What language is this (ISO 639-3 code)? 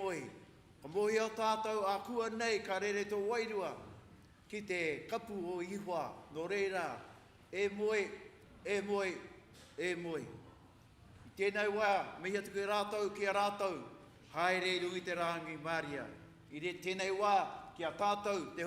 mri